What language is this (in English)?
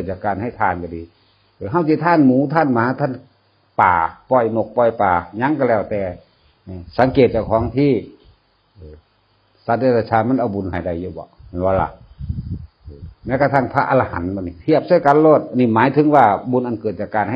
Northeastern Thai